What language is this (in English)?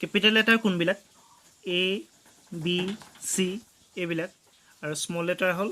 Assamese